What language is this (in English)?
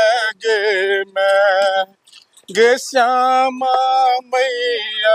Maithili